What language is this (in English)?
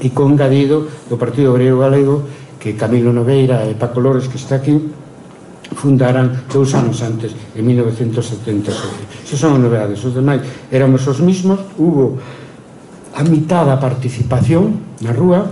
Galician